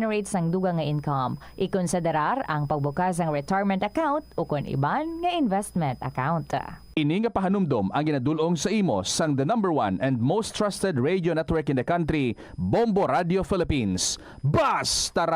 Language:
Hiligaynon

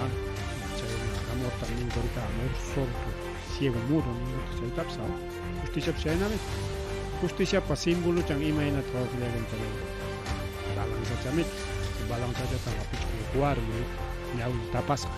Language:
Ayacucho Quechua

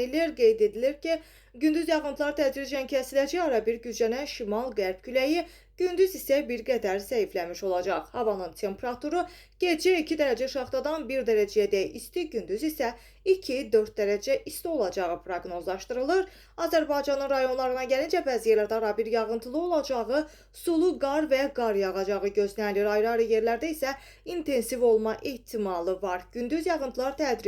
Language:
Azerbaijani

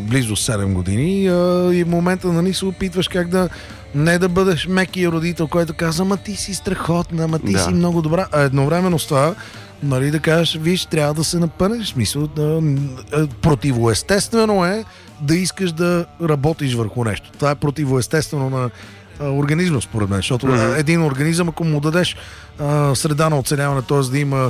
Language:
Bulgarian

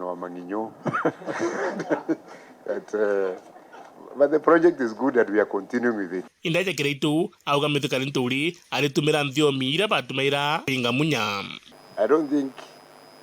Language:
Meru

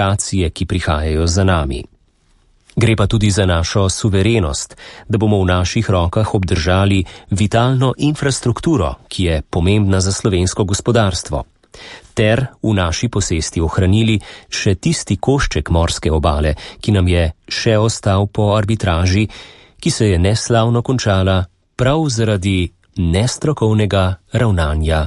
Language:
Slovenian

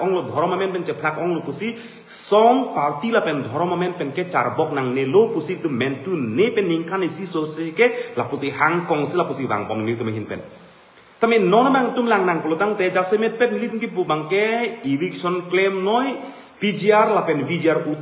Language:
Karbi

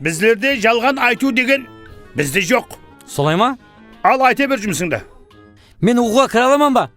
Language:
Kara-Kalpak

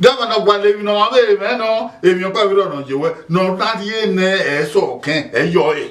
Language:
Bini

